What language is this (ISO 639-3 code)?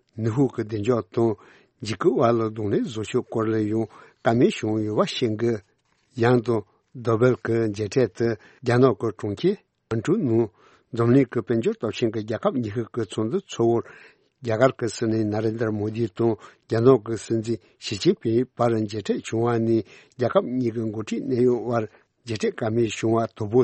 bod